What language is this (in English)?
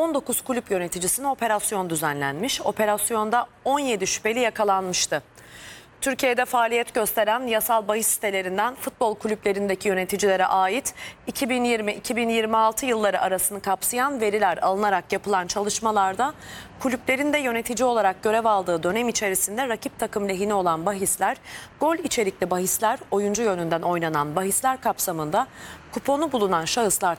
Turkish